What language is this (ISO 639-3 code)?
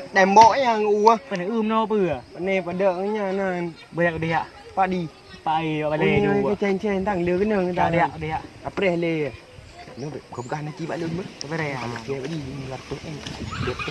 ace